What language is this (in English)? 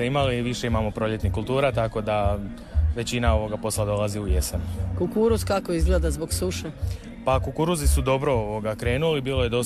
Croatian